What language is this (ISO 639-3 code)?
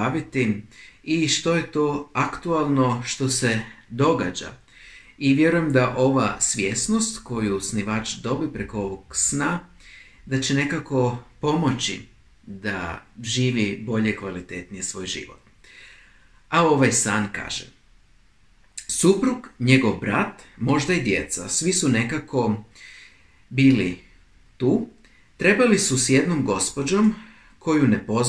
hrv